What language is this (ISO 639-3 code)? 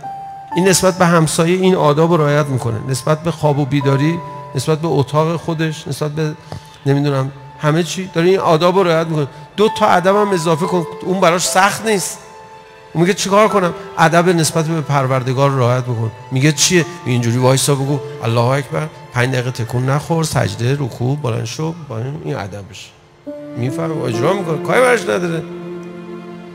fas